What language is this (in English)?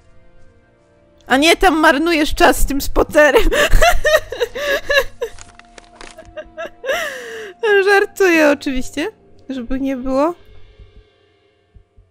Polish